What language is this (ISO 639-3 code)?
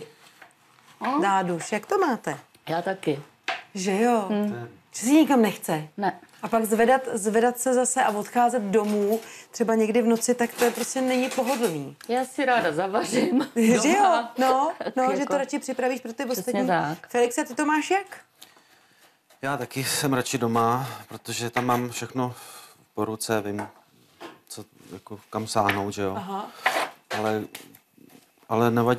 ces